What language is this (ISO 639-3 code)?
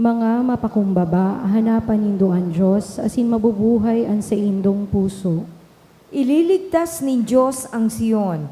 bik